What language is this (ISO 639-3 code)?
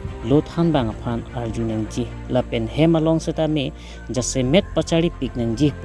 mjw